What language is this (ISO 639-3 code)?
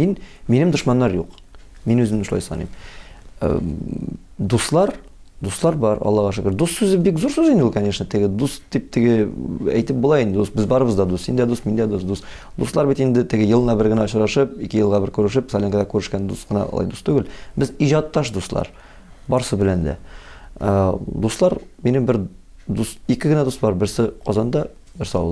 tat